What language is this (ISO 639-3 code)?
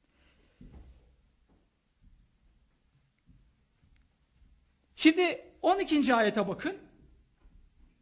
tur